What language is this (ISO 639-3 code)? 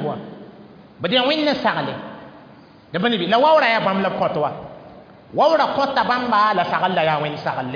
mos